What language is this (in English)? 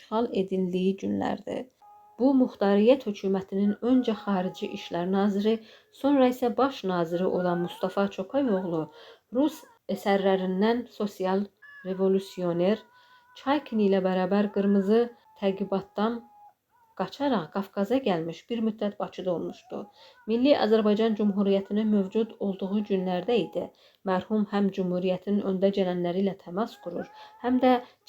Azerbaijani